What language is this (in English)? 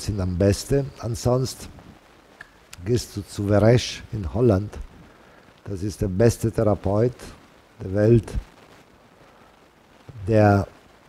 German